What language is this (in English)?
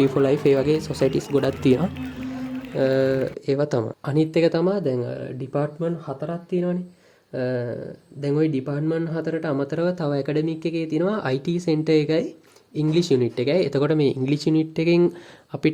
Sinhala